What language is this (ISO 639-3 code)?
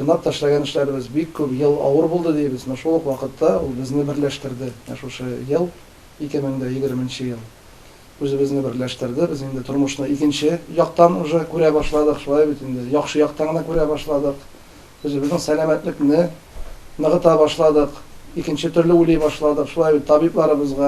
tat